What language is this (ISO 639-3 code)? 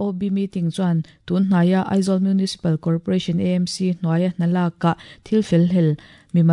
lus